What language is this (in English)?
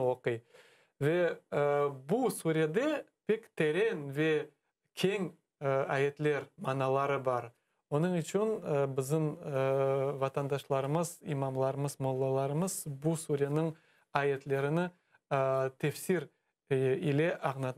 Crimean Tatar